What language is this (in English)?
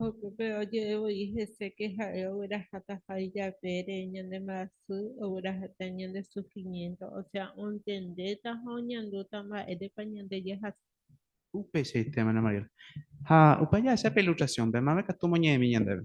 Guarani